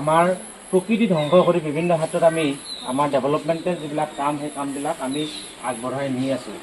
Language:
Assamese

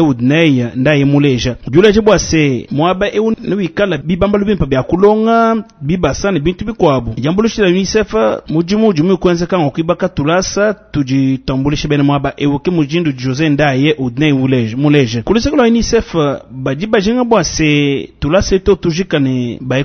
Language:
Luba-Lulua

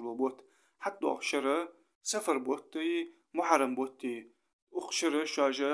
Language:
Ingush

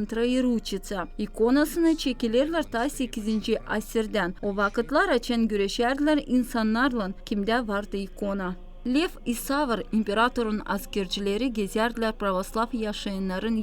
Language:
Gagauz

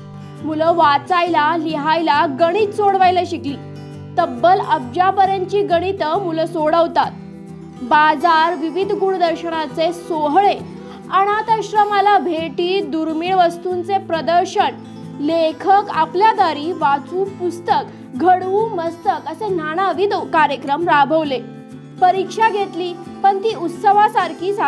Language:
Marathi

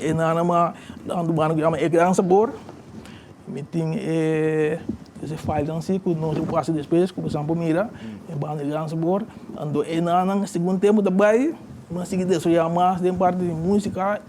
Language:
Papiamento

